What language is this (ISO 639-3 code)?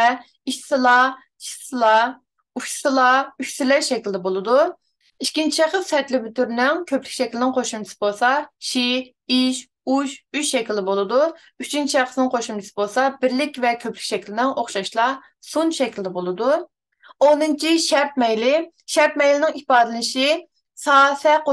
uig